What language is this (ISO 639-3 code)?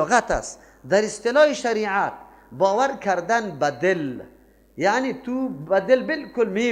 fas